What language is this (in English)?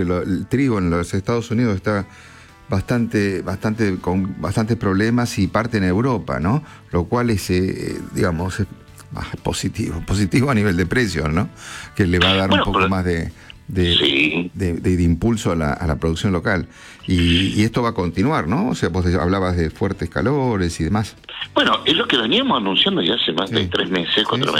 Spanish